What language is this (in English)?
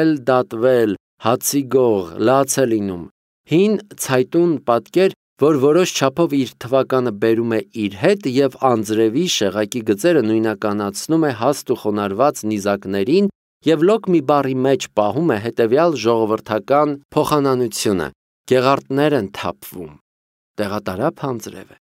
Armenian